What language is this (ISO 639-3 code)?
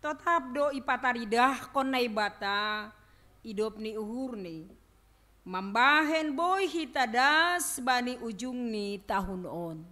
bts